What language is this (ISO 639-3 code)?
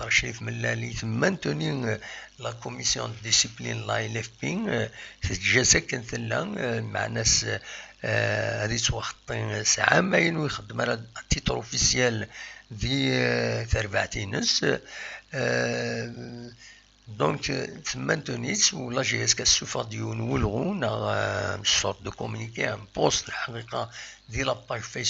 kab